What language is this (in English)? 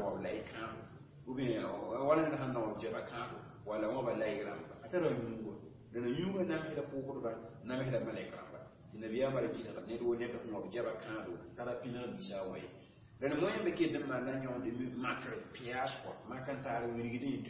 Mossi